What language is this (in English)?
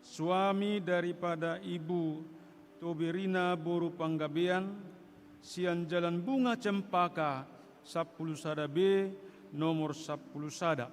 Batak Toba